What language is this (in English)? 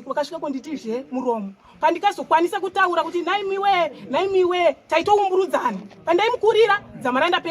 Shona